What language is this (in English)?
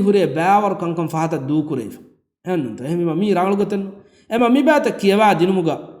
Divehi